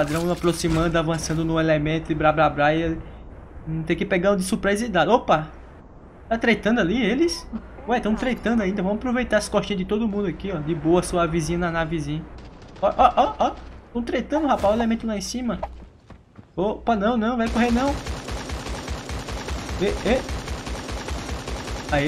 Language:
Portuguese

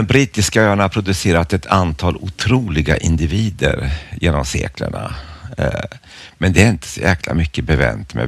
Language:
Swedish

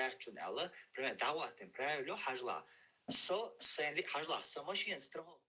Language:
Chechen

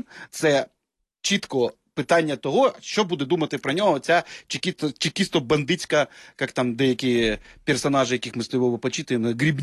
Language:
Ukrainian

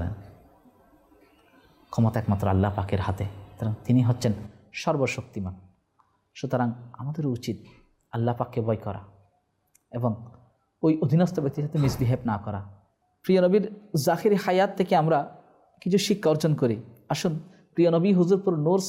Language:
Bangla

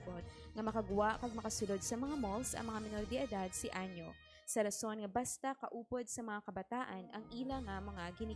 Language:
Hiligaynon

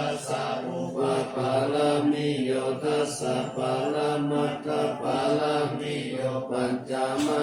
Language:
Pali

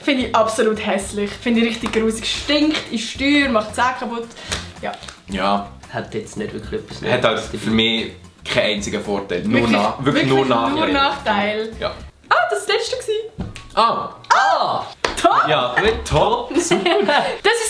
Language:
Swiss German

